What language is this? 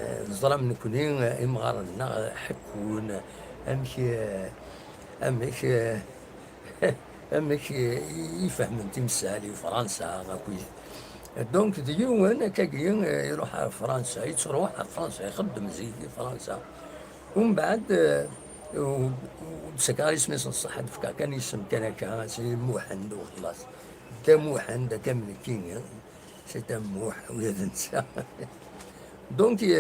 Kabyle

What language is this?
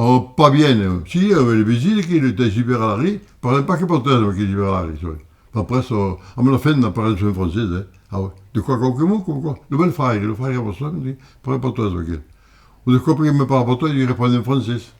Occitan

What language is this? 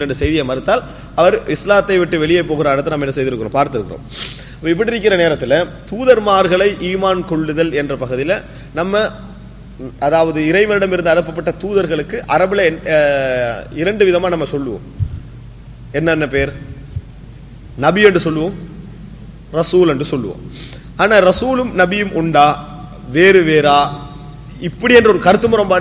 Tamil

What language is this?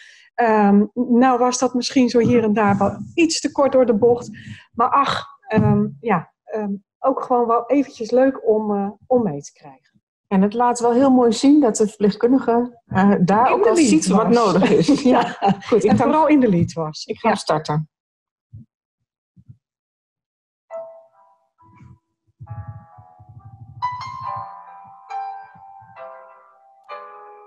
Dutch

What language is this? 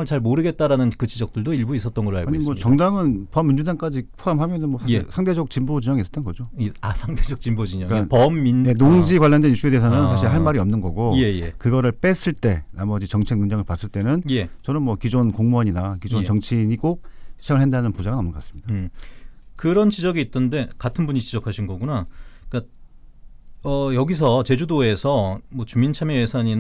Korean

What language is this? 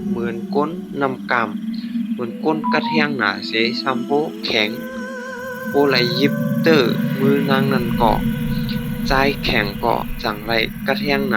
Shan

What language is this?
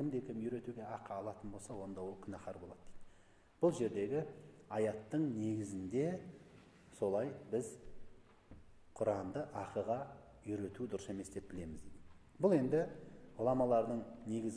Kazakh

